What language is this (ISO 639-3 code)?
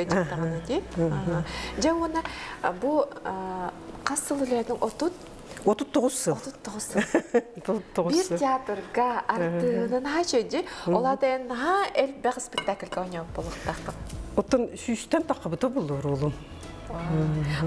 sah